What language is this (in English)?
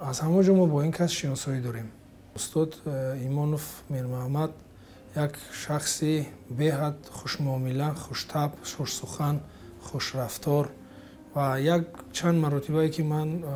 Tajik